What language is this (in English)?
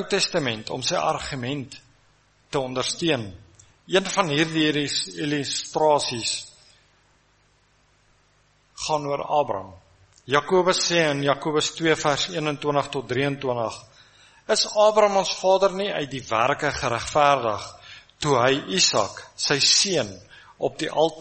Afrikaans